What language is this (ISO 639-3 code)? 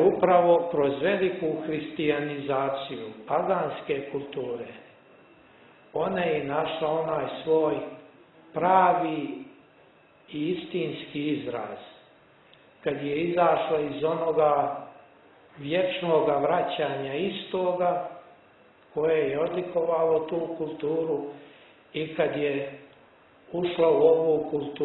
srp